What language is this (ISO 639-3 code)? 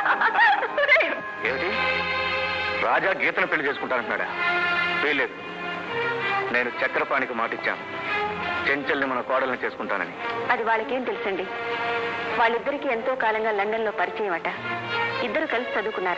tel